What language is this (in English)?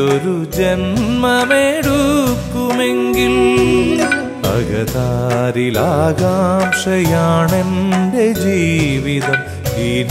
Malayalam